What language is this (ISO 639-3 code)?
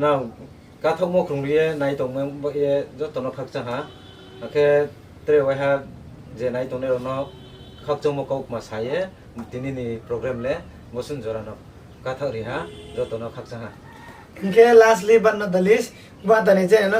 ria